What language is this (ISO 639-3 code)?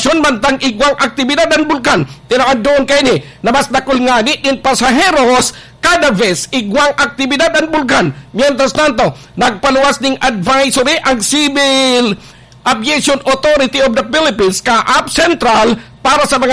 bik